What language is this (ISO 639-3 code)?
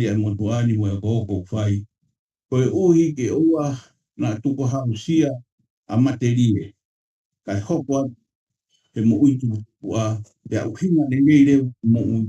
ton